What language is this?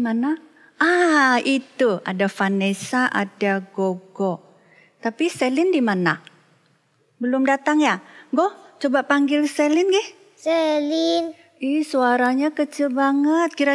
Indonesian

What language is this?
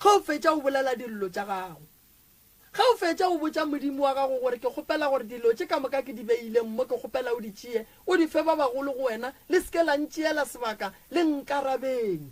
Northern Sotho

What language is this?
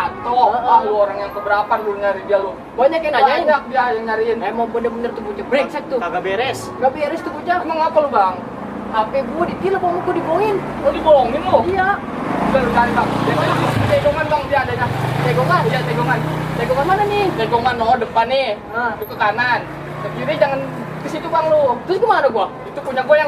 Betawi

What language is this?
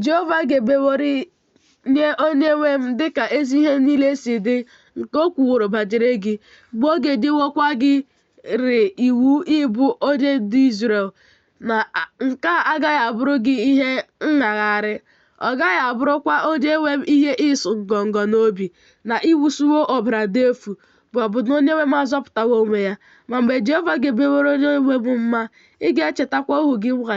Igbo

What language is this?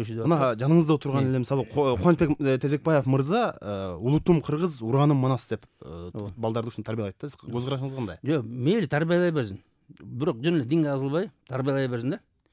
Kyrgyz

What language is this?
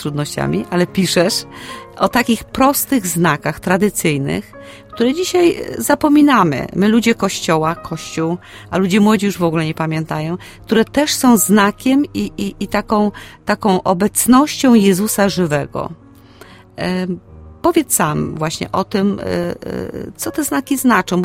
Polish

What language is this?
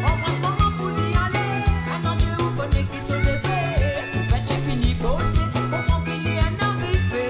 Morisyen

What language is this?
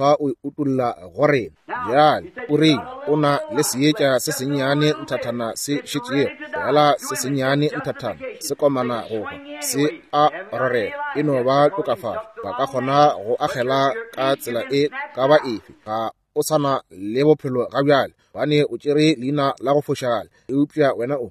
Northern Sotho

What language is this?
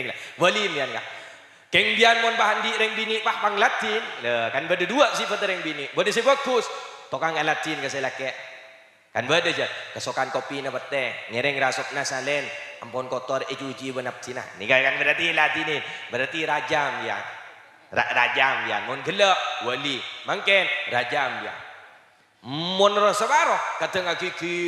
Madurese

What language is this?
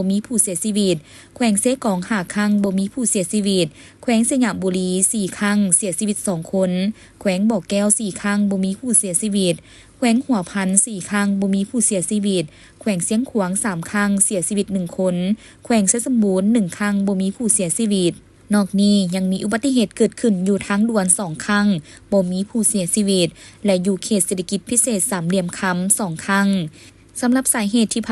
Lao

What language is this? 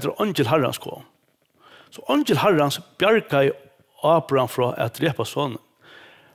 Faroese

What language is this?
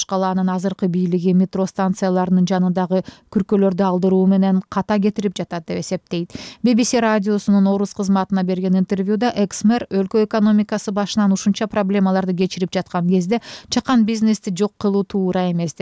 Kyrgyz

